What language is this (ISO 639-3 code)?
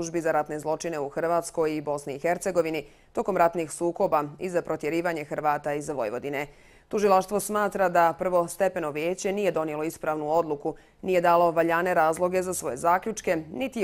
bos